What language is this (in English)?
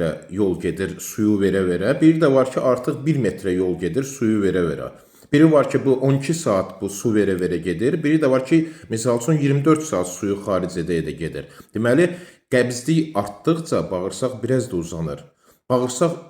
Azerbaijani